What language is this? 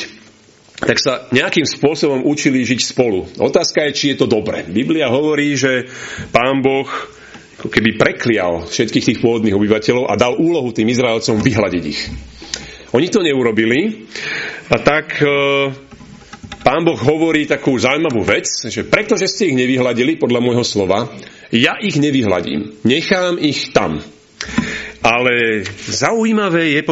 Slovak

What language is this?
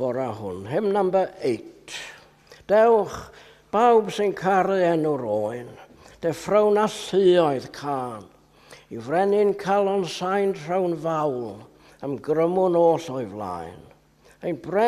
Welsh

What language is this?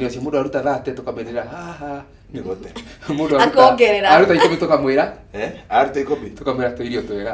Kikuyu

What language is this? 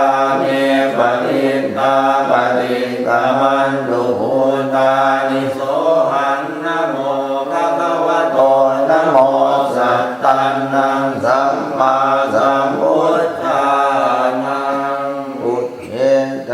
Pali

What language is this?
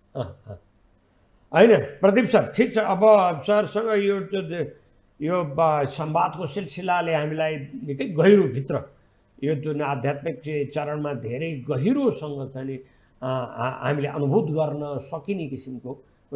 Nepali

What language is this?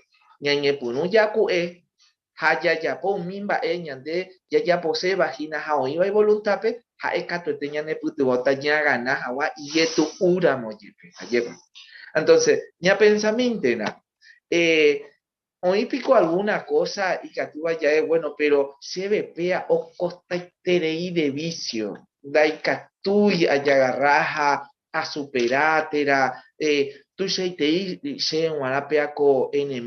Guarani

